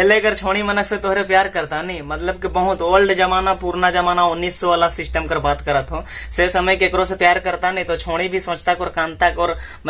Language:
Sadri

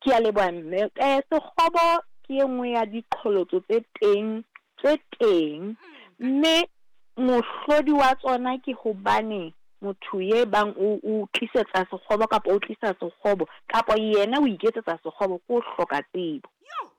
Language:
Southern Sotho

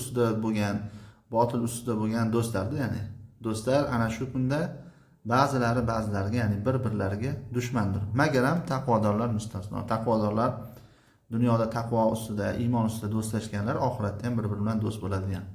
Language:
Uzbek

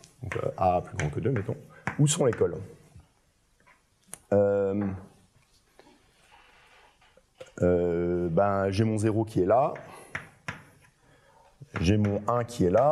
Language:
French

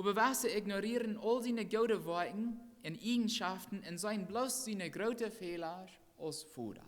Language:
Plautdietsch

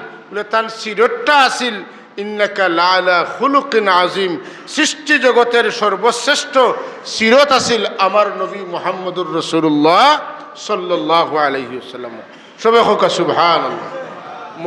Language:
Sylheti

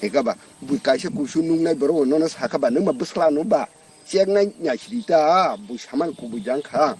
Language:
Kok Borok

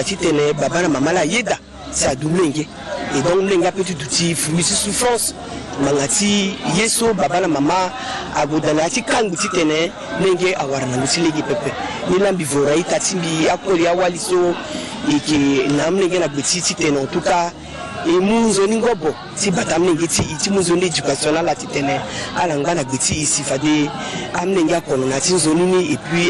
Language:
Sango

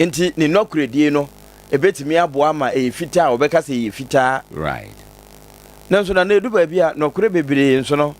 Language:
Akan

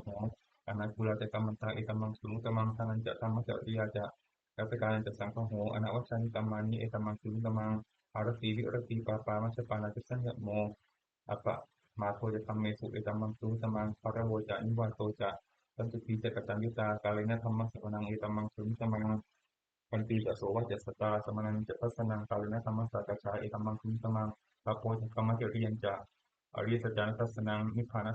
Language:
Pali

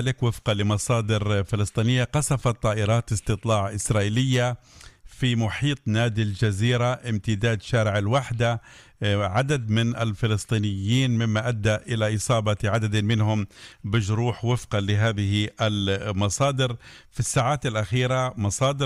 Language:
Arabic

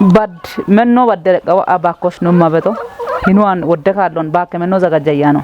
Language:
Kafa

